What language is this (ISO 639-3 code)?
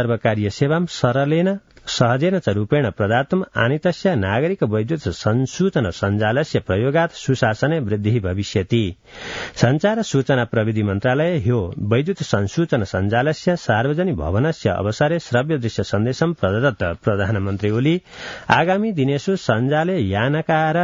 san